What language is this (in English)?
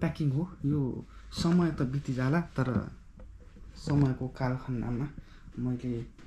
Nepali